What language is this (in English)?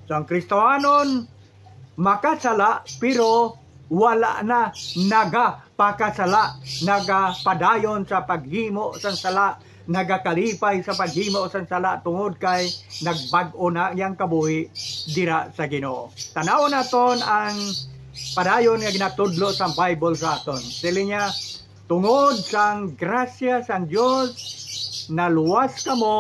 Hiligaynon